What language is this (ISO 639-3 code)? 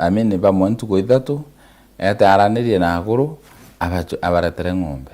mer